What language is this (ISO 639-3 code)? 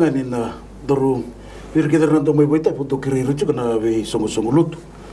fij